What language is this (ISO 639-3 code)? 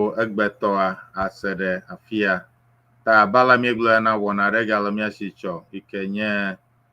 ewe